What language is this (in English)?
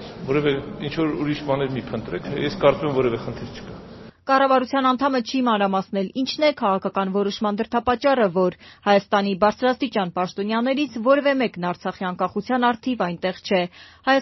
Armenian